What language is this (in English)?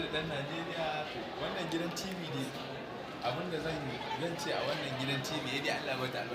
Hausa